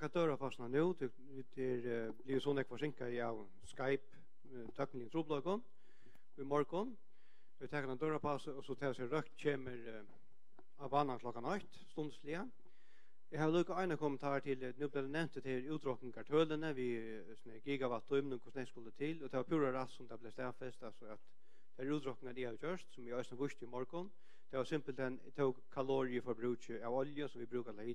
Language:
Faroese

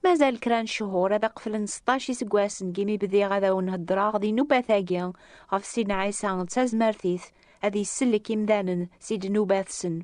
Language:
Kabyle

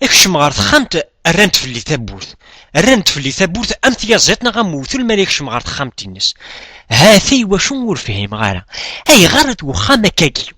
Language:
Kabyle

